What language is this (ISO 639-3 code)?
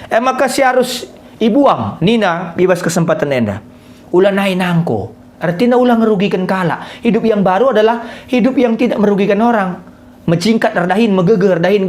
btx